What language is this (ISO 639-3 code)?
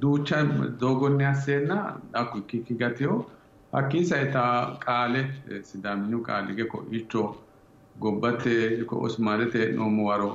sid